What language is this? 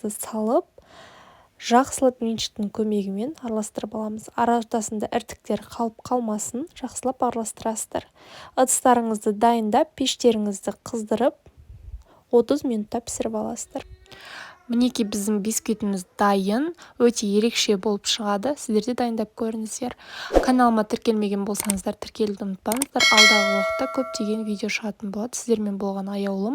Kazakh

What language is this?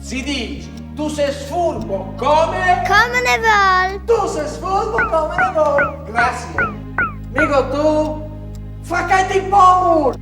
Friulian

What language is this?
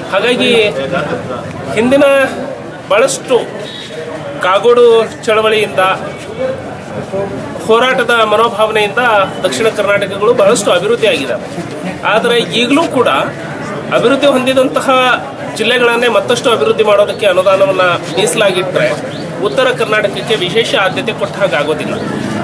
Kannada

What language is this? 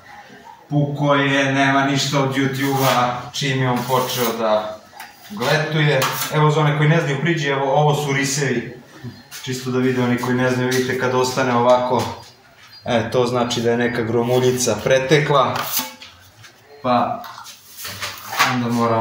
Serbian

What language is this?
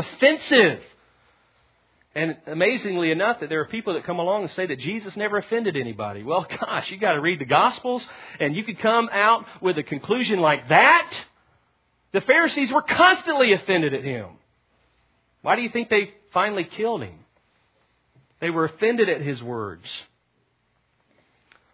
English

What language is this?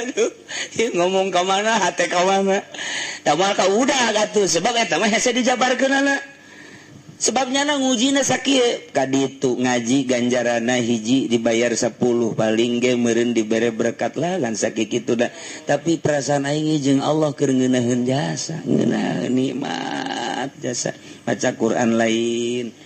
Sundanese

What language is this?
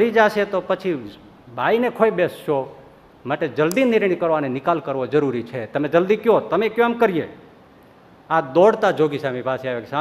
Gujarati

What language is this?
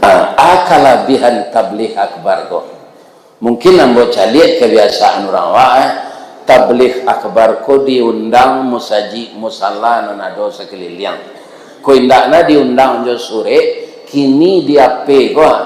Minangkabau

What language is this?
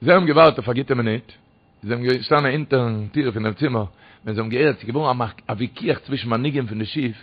Yiddish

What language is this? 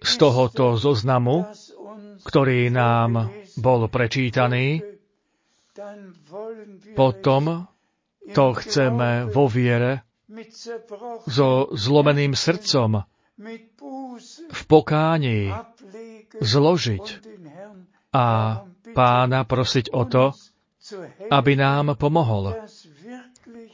Slovak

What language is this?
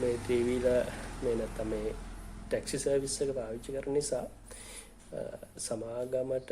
Sinhala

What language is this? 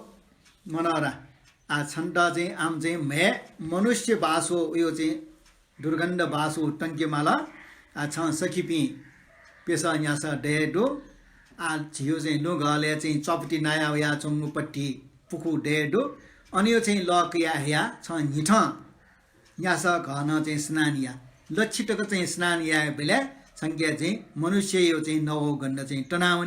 Newari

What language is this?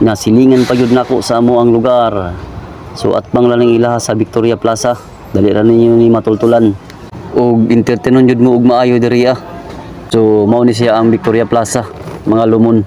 Cebuano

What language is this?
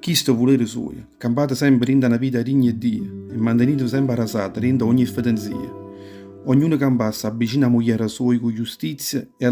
Neapolitan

